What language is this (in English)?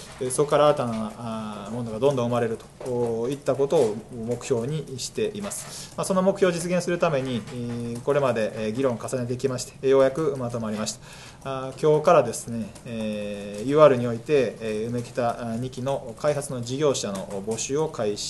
Japanese